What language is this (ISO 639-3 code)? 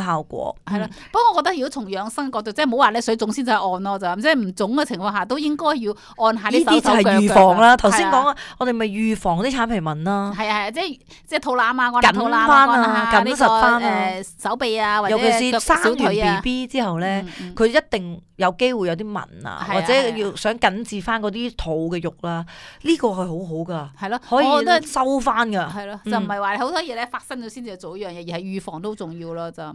yue